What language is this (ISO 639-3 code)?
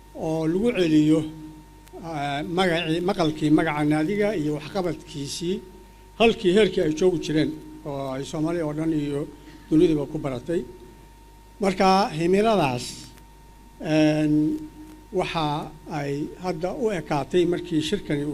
som